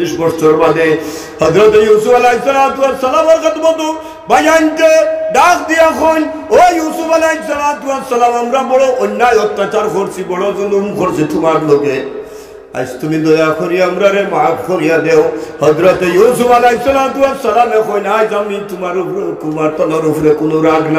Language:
Sylheti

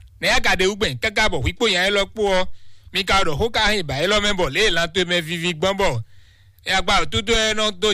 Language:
Fon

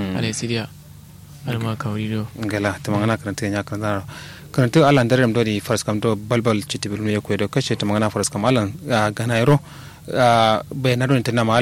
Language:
Kanuri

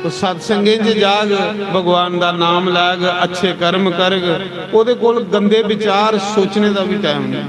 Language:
Dogri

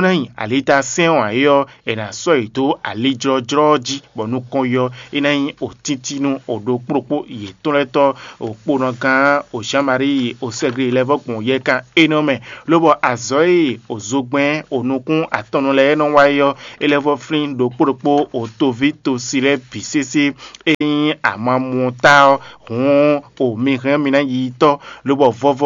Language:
Fon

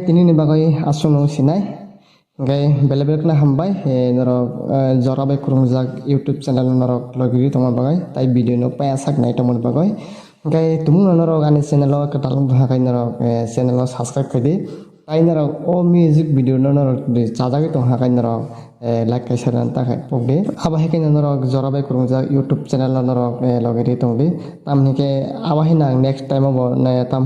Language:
Kok Borok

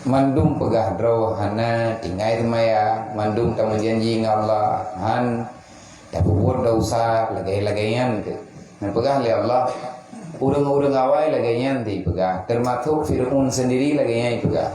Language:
Achinese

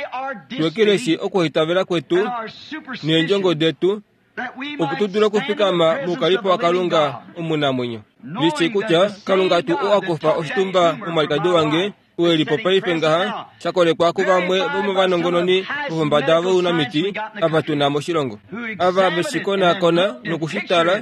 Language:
Kuanyama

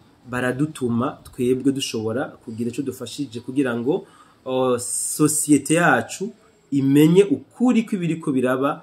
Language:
Rundi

